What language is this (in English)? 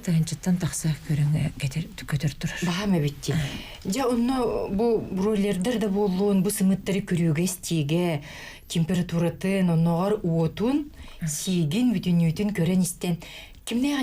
Yakut